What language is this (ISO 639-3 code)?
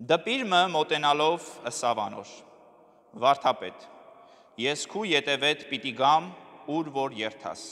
hyw